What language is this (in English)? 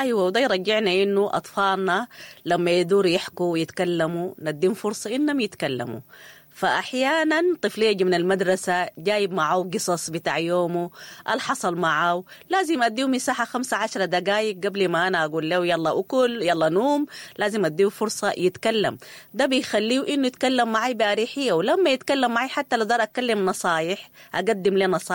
Sudanese Arabic